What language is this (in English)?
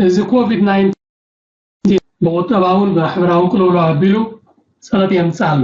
Tigrinya